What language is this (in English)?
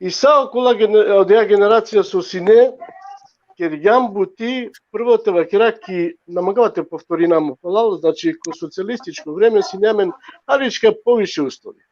Balkan Romani